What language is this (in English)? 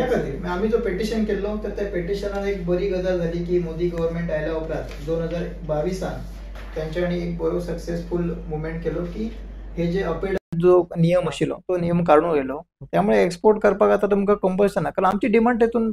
Konkani